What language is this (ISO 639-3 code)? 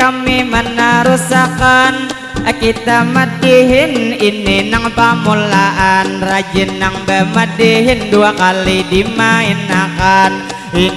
bjn